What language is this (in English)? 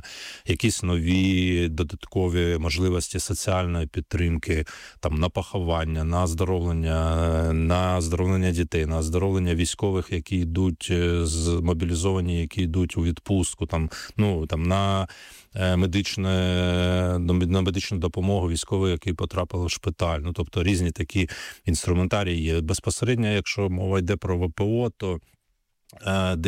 Ukrainian